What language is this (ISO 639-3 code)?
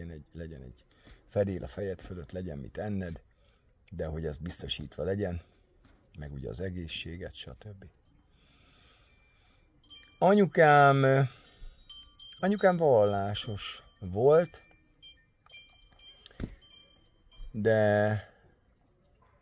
hun